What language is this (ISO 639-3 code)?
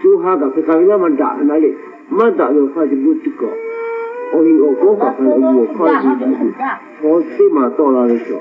lhu